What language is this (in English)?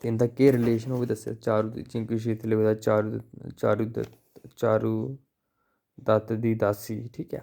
Dogri